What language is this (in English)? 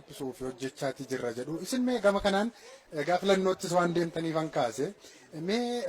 Oromo